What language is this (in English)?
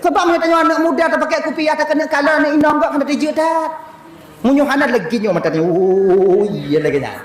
Achinese